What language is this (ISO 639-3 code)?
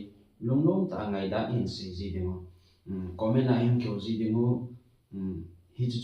tcz